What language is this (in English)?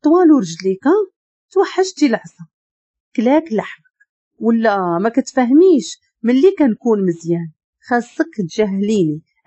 Moroccan Arabic